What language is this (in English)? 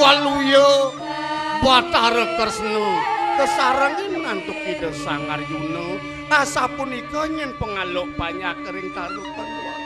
Balinese